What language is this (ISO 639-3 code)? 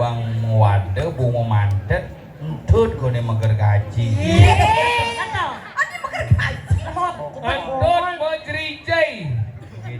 ban